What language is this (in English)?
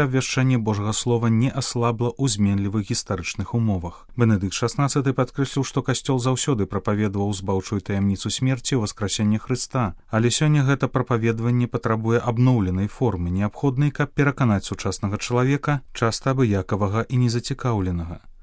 Belarusian